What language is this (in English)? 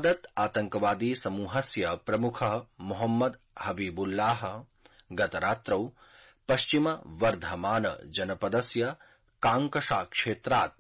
Sanskrit